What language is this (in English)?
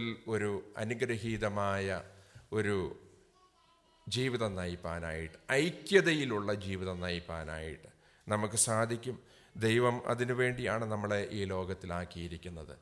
Malayalam